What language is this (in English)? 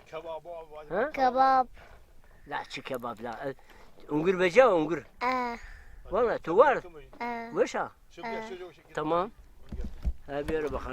Zaza